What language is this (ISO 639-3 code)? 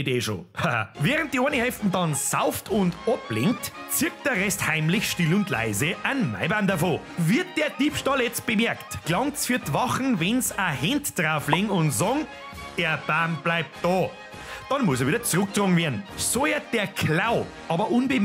bar